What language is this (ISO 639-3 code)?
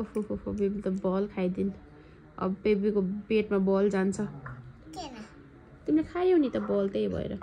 nep